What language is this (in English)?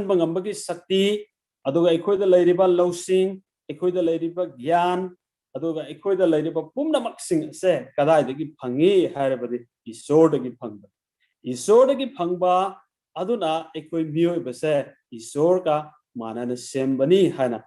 Manipuri